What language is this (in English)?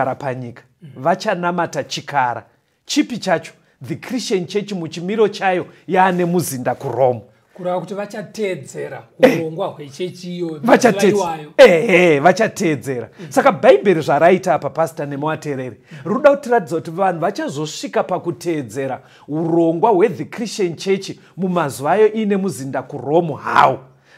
Shona